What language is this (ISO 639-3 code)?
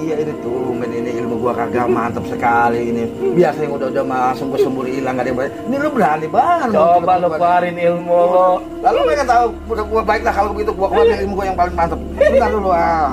bew